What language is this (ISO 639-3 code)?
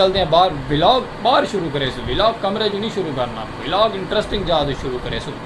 skr